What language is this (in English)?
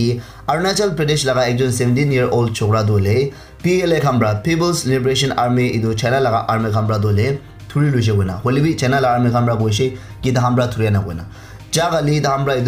Naga Pidgin